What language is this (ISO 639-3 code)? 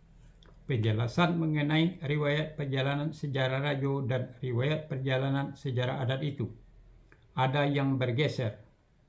min